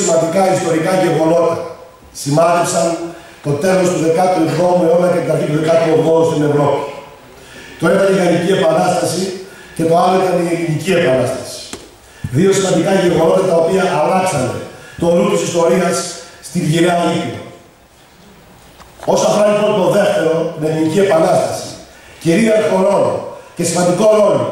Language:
Greek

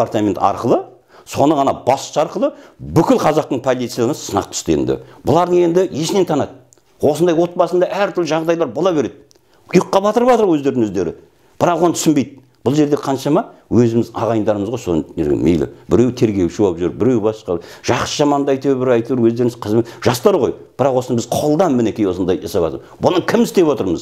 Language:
Kazakh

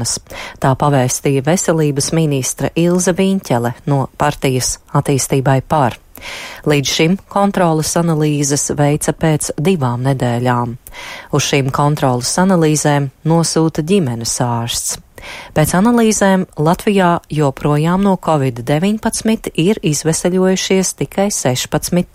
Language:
Latvian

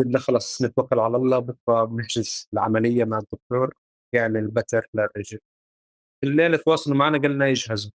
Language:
North Levantine Arabic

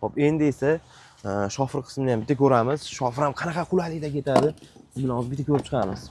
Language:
Uzbek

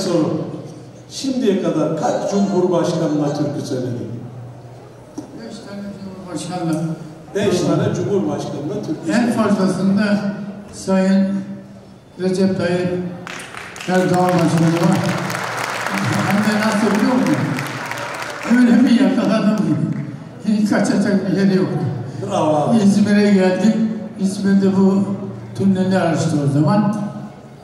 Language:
Turkish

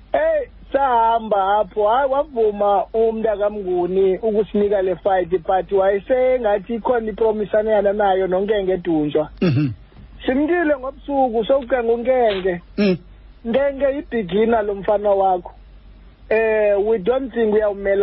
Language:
Xhosa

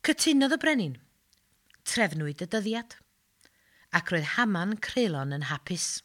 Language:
Welsh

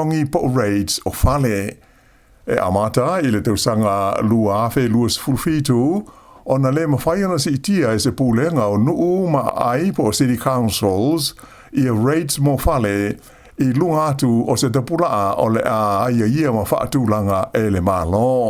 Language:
Samoan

